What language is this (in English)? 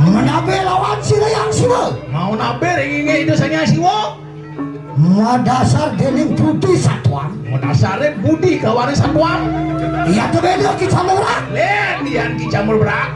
Balinese